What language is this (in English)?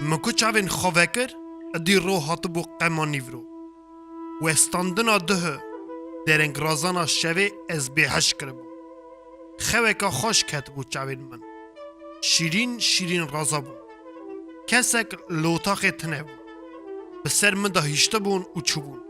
Kurdish